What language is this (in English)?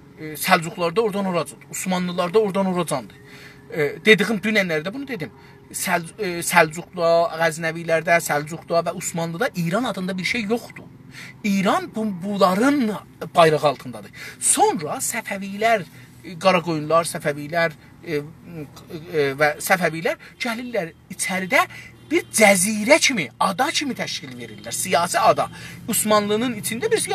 South Azerbaijani